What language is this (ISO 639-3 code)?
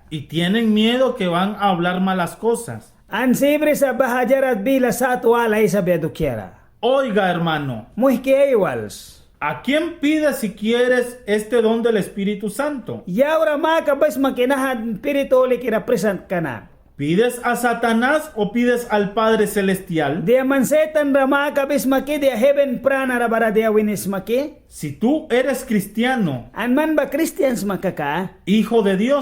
miq